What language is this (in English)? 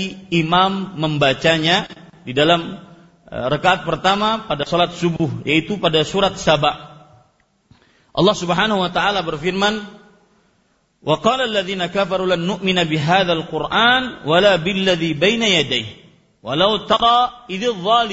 Indonesian